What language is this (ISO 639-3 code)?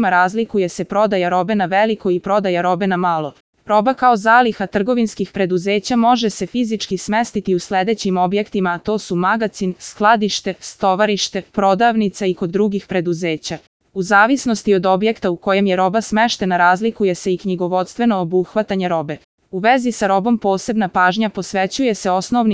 srp